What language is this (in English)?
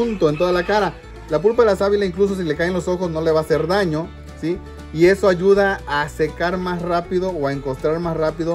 Spanish